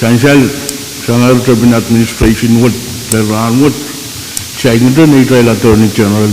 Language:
Pohnpeian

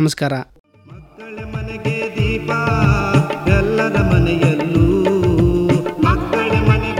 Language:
Kannada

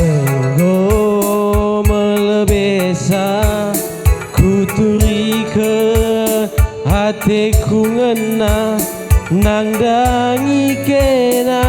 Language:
Batak Karo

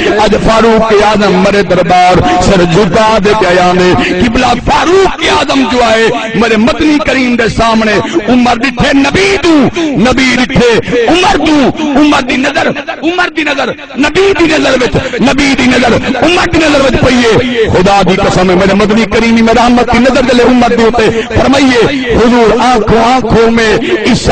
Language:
Saraiki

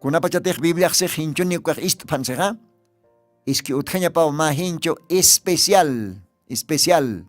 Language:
Aymara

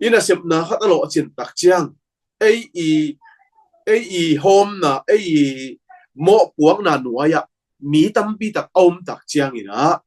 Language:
Tedim Chin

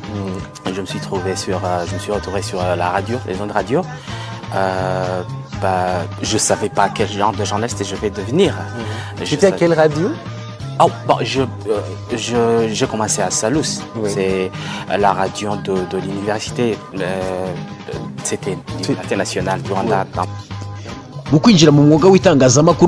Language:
Kinyarwanda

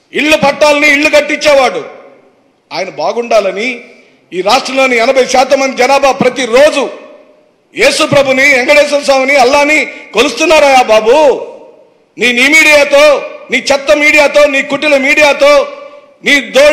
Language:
Telugu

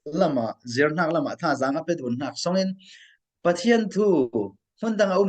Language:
Falam Chin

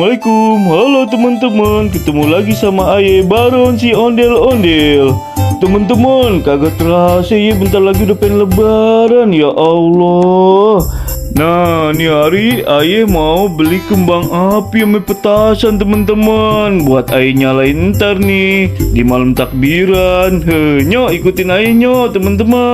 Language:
Betawi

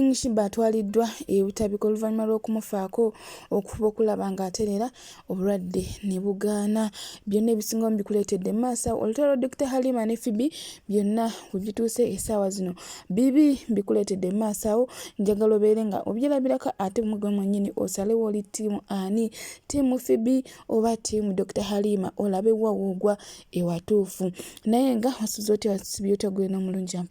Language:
Ganda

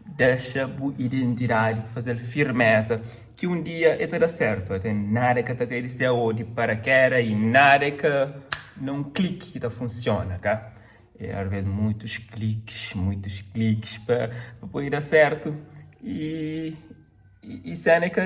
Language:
Kabuverdianu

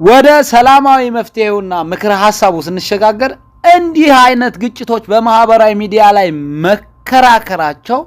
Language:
Amharic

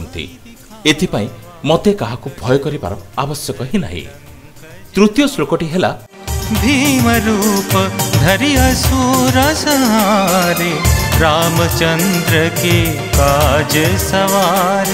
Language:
Odia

